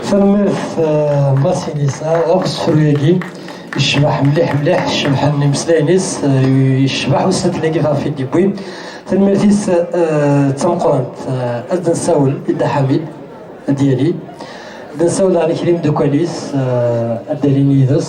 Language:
Kabyle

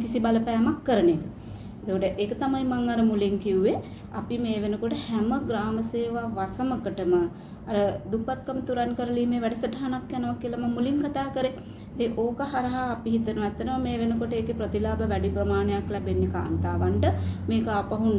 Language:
Sinhala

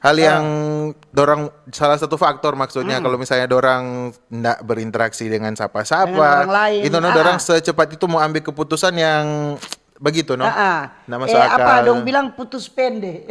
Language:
Manado Malay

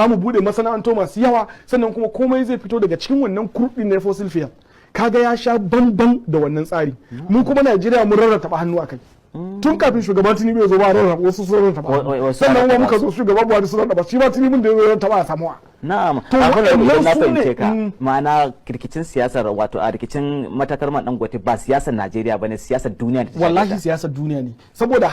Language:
Hausa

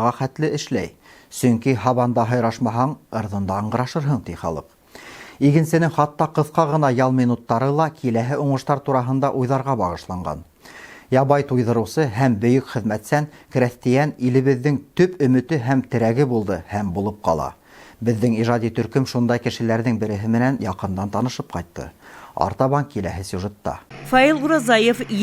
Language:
Bashkir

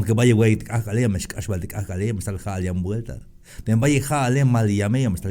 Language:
Tzeltal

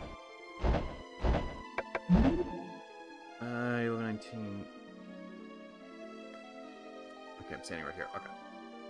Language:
English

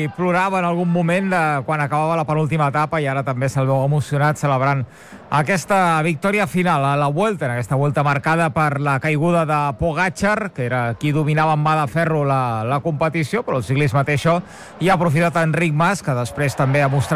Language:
Catalan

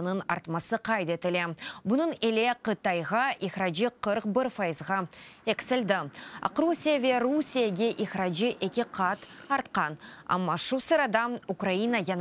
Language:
Crimean Tatar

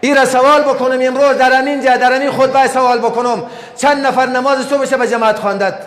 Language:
Persian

